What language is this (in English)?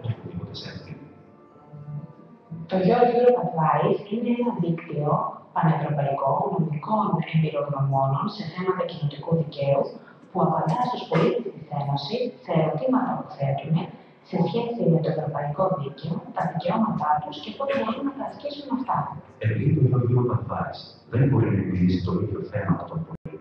Greek